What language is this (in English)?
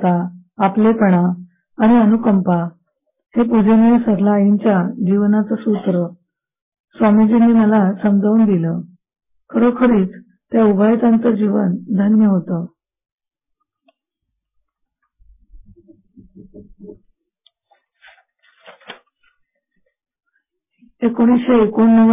Marathi